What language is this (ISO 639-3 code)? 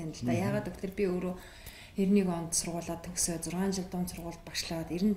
mon